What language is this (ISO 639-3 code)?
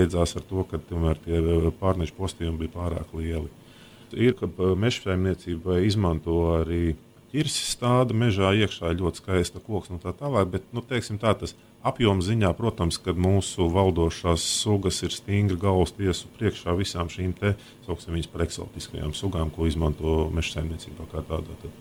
lav